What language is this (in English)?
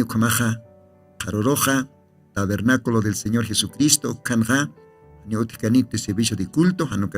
Aymara